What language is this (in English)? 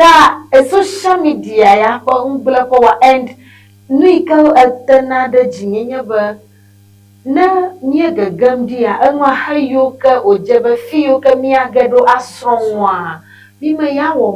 Ewe